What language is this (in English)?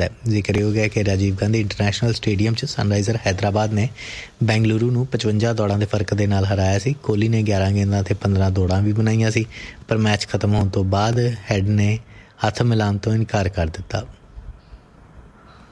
Punjabi